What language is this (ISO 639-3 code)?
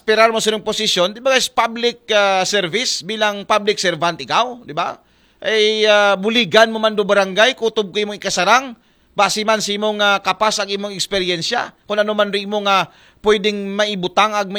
akl